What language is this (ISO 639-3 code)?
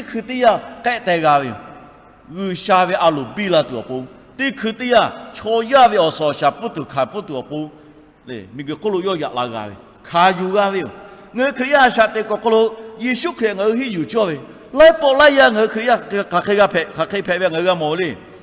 lhu